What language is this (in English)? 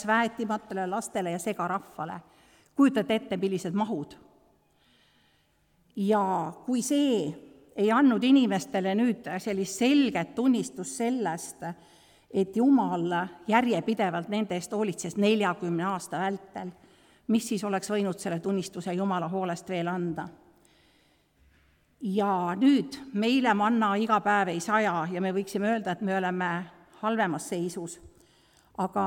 Estonian